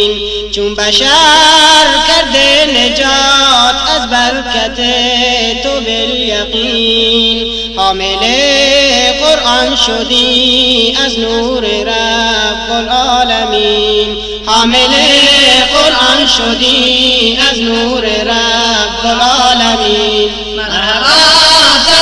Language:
Persian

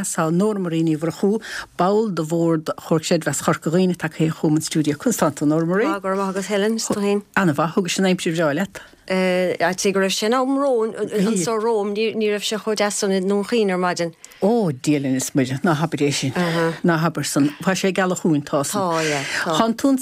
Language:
Irish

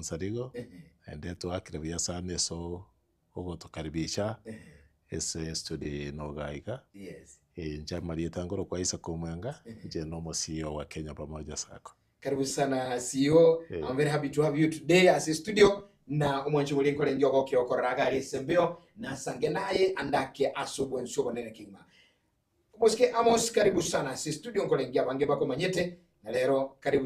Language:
Gusii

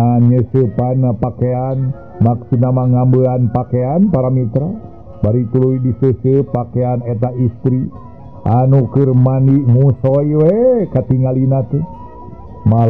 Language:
Sundanese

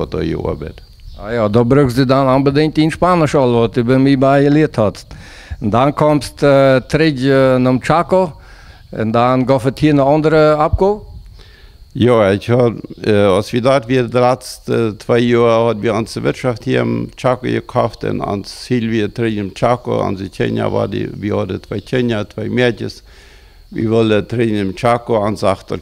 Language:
Plautdietsch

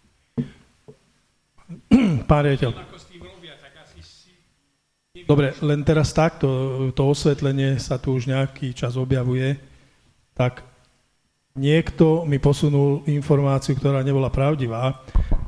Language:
Slovak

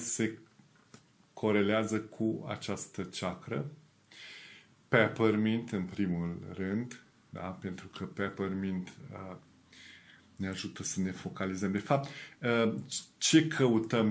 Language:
Romanian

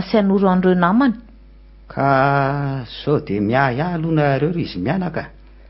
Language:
Malagasy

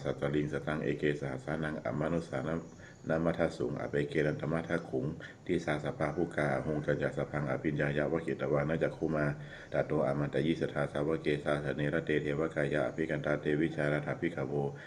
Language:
Pali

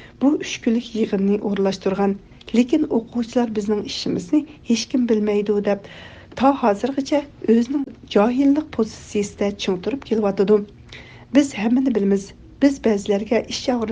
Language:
Uyghur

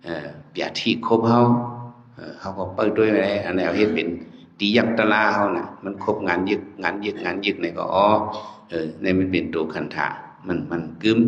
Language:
Shan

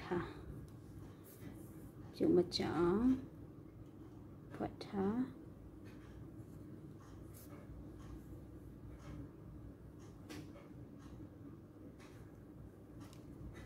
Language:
Burmese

